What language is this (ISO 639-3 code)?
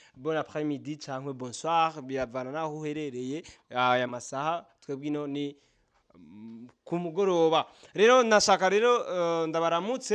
run